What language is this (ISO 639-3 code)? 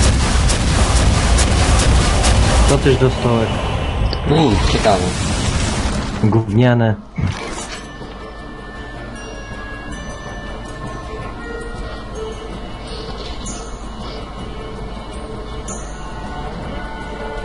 pol